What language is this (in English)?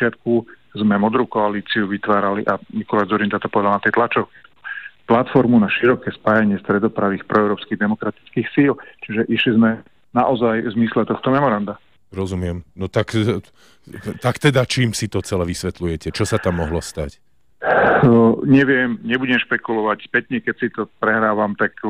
Slovak